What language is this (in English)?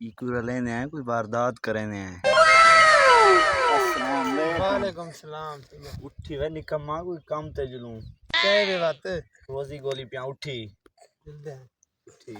Saraiki